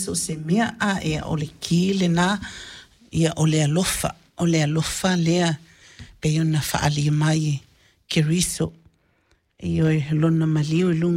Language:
Samoan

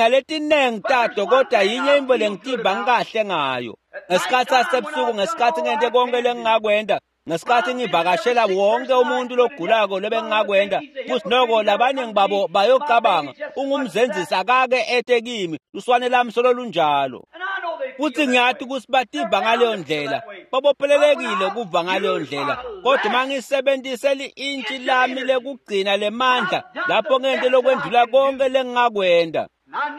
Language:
Swati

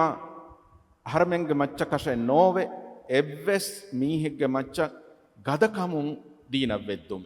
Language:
Divehi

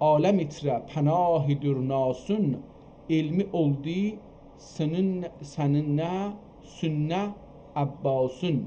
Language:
South Azerbaijani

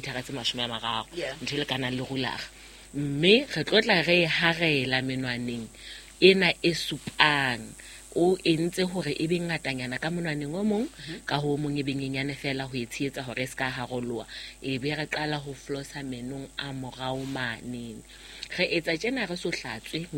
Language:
Southern Sotho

